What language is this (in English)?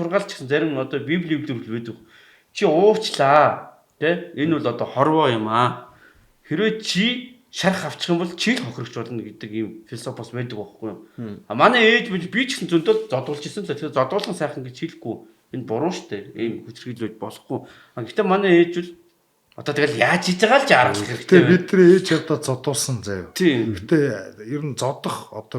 Mongolian